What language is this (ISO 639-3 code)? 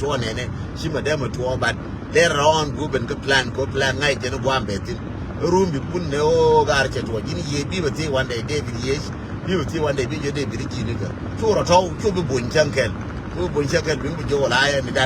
nus